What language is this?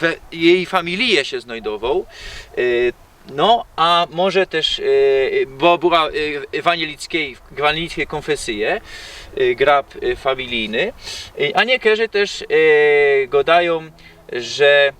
Silesian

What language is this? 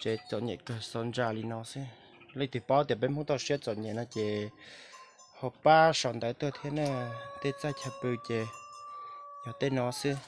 Hmong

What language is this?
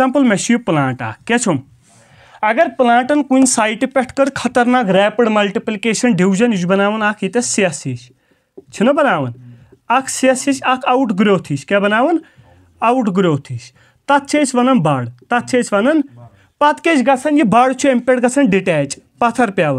Kashmiri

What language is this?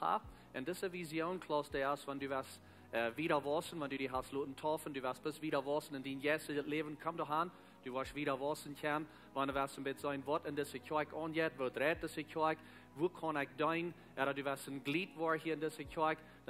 Plautdietsch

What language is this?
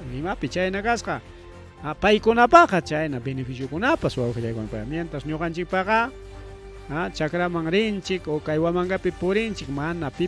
Ayacucho Quechua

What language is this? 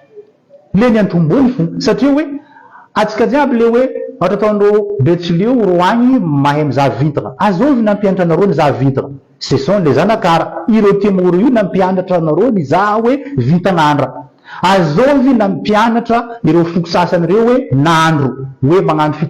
Malagasy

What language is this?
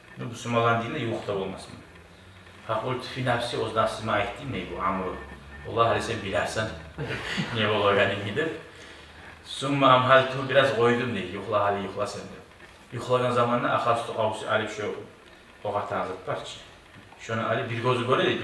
Kumyk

